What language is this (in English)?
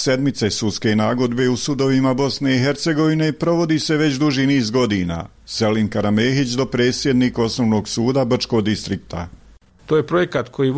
Bosnian